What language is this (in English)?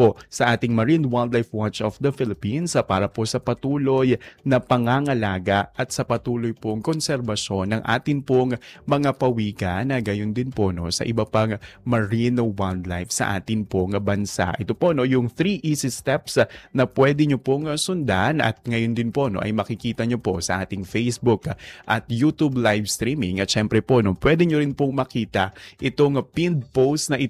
Filipino